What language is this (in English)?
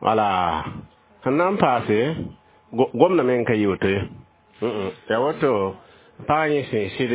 Mossi